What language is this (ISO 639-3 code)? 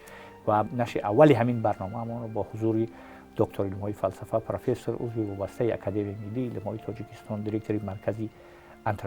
tgk